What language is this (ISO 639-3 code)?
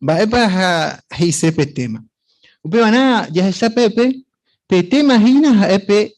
grn